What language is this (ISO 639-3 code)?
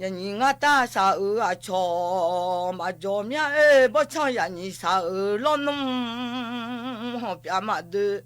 ahk